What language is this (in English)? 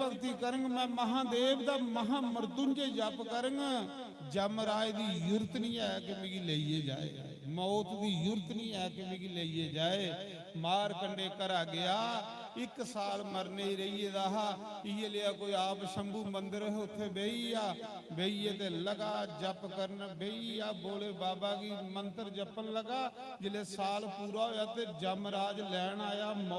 Dogri